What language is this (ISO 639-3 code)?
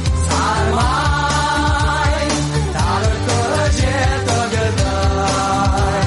kaz